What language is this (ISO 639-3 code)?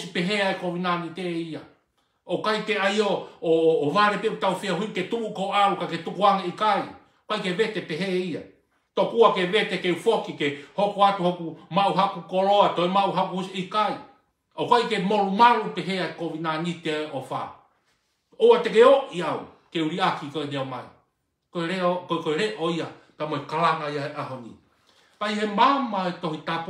ton